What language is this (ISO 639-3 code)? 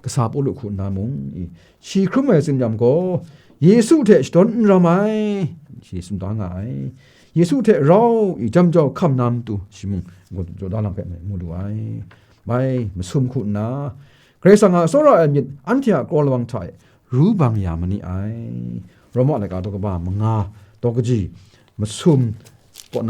kac